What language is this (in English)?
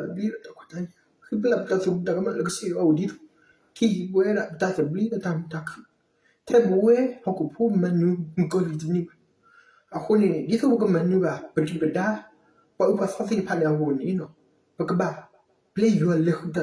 S'gaw Karen